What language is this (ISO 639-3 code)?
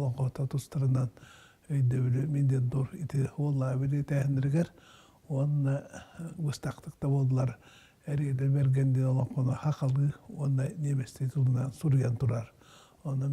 sah